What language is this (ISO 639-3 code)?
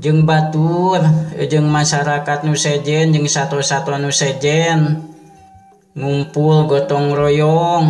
sun